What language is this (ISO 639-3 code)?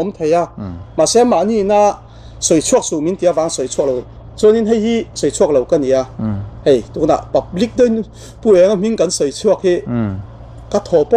lus